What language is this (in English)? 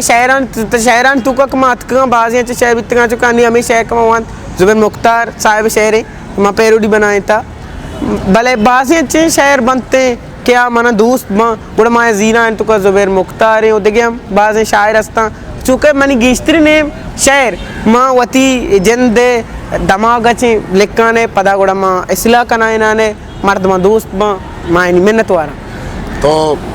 Eastern Balochi